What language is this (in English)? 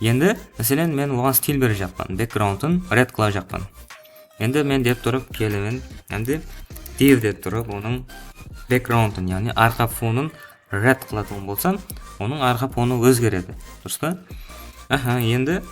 Kara-Kalpak